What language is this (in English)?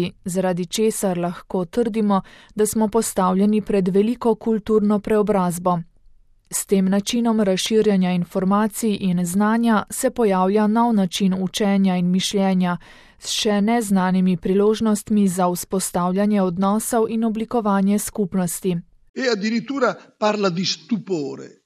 Slovenian